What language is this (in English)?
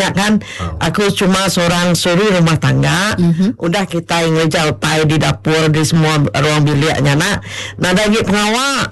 Iban